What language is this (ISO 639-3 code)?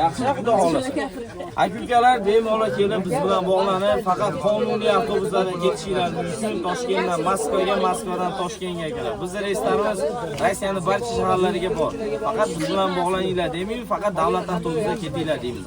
uzb